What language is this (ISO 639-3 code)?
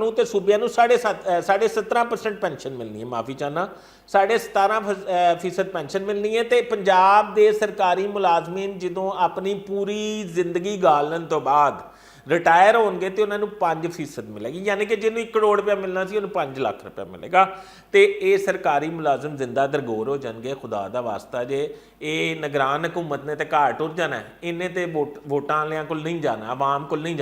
lah